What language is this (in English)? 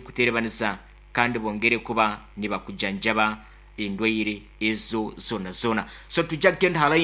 Nyankole